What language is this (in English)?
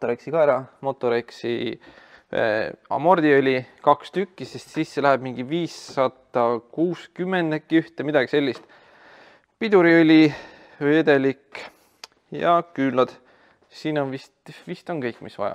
Estonian